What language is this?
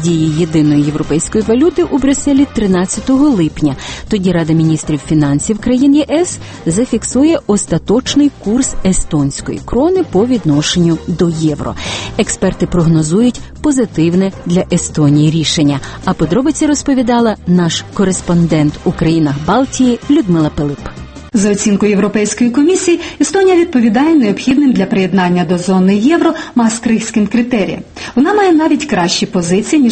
Ukrainian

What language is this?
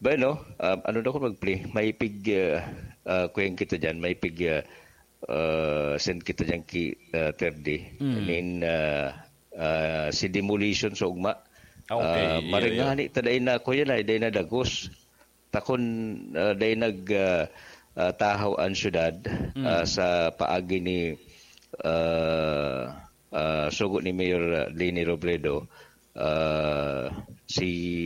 Bikol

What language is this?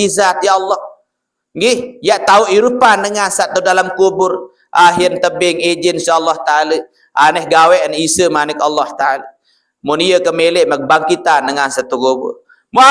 Sasak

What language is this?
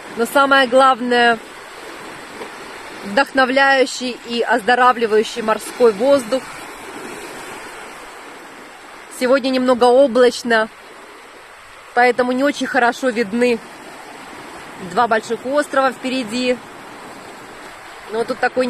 Russian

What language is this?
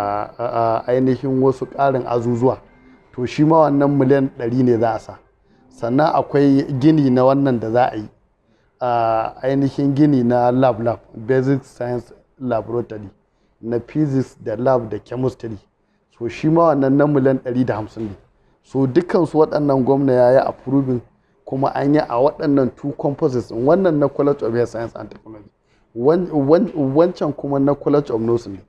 Hausa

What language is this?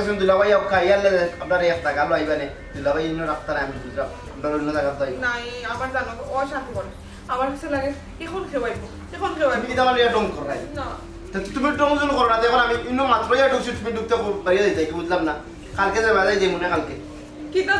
Sylheti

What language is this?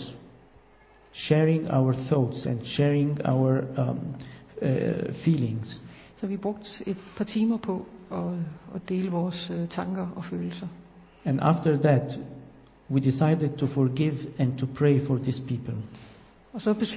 Danish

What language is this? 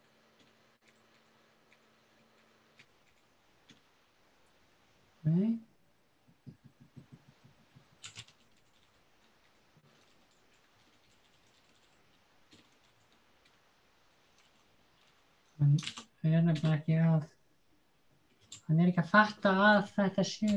Icelandic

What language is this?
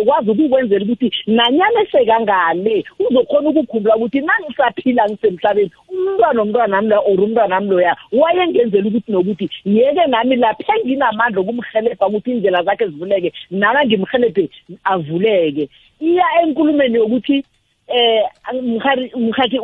South Ndebele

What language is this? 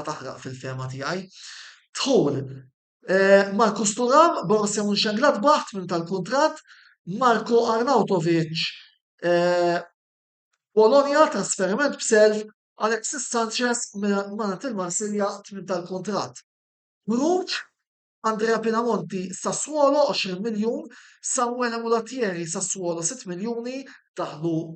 Maltese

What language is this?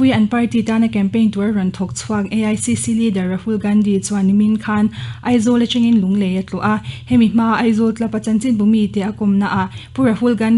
Mizo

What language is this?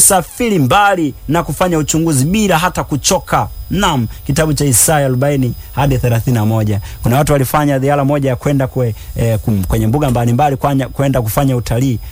Swahili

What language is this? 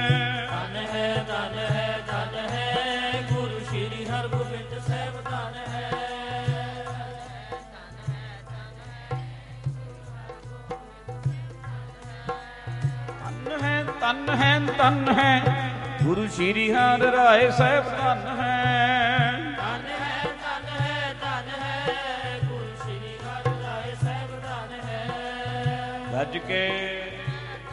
Punjabi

